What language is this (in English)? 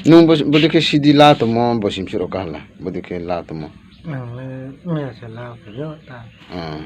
Riang (India)